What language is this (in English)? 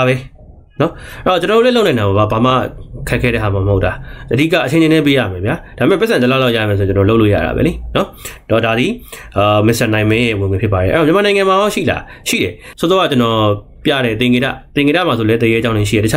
Burmese